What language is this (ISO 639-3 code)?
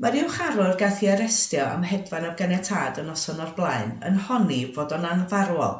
cym